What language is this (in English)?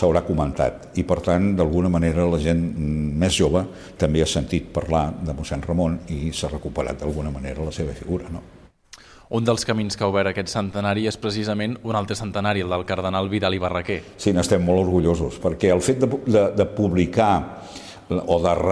Catalan